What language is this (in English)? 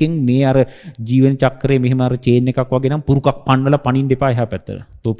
Sinhala